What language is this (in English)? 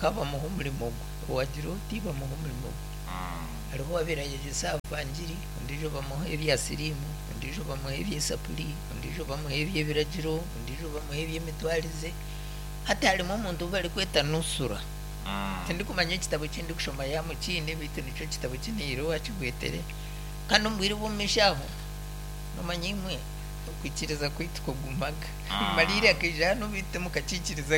Nyankole